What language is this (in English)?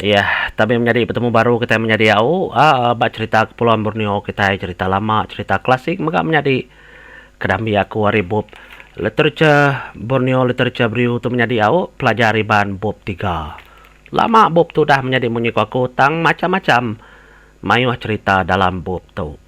Iban